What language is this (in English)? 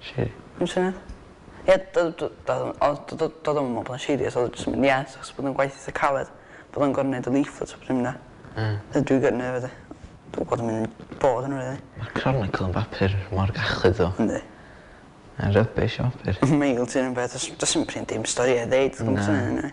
Welsh